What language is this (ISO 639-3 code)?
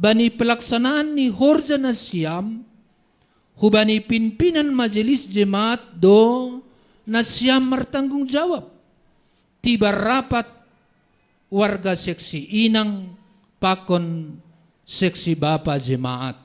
bts